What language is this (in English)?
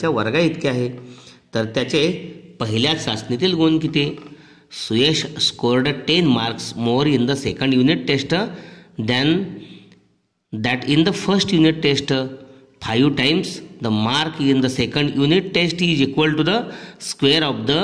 Marathi